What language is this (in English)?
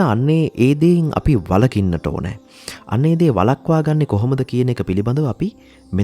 Sinhala